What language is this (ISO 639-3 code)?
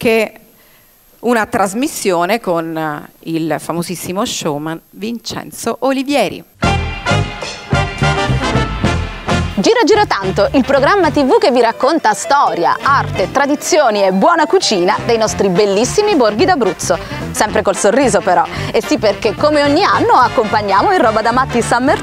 ita